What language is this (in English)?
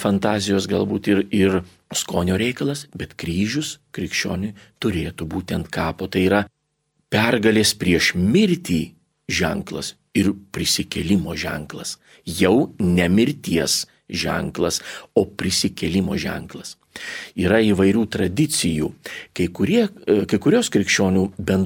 Lithuanian